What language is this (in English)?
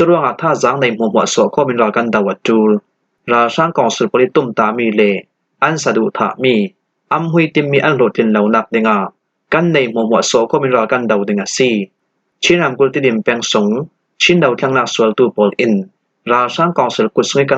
Falam Chin